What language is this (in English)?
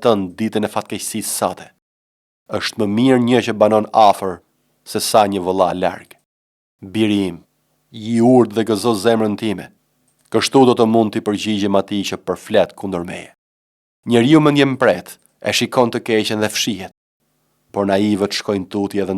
Albanian